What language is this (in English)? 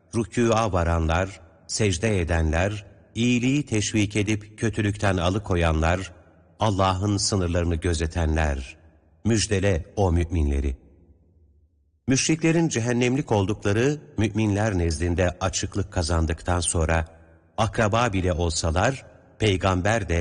Turkish